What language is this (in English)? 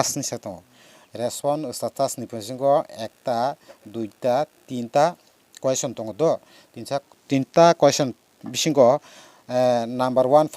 Kok Borok